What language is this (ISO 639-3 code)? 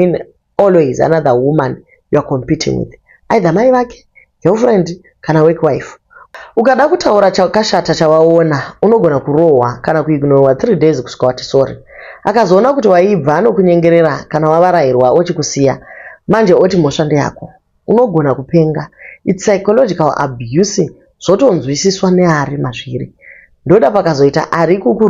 sna